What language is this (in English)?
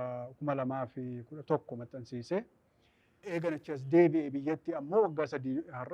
Oromo